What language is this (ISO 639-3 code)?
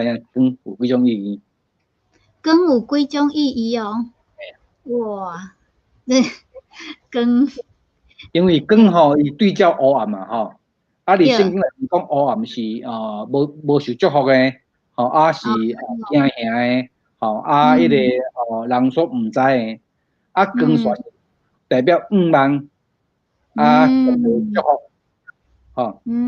nan